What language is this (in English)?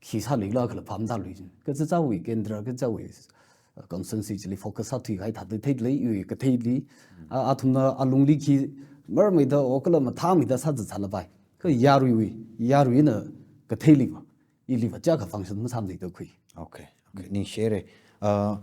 Tangkhul Naga (India)